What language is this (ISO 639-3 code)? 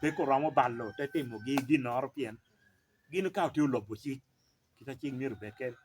laj